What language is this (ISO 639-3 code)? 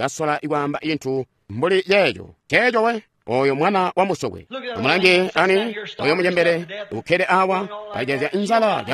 toi